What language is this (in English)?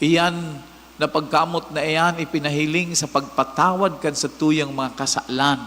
Bikol